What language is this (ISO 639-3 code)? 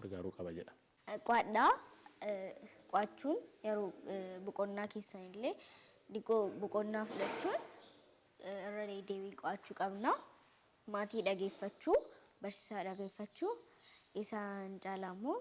orm